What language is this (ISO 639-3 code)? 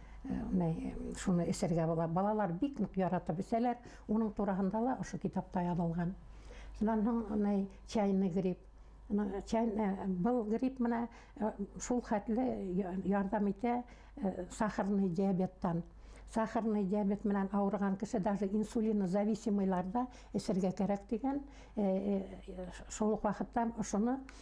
bak